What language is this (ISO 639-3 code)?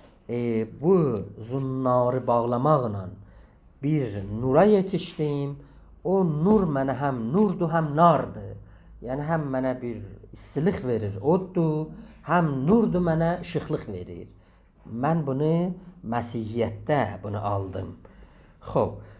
azb